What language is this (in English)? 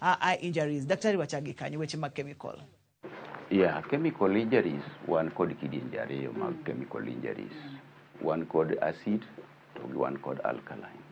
Luo (Kenya and Tanzania)